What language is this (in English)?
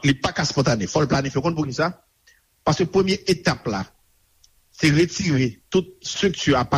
Haitian Creole